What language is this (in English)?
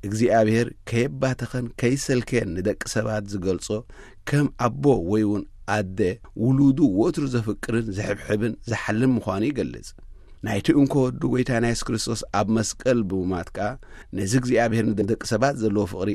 Tigrinya